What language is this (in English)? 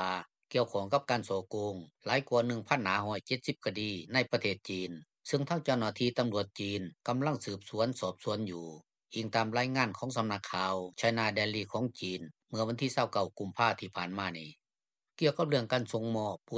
Lao